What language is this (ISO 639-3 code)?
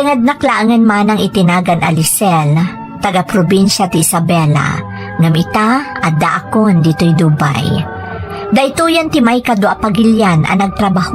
ilo